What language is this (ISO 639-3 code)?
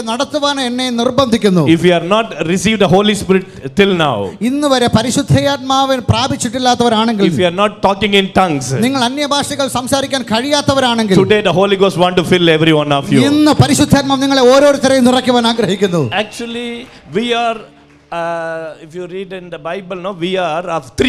mal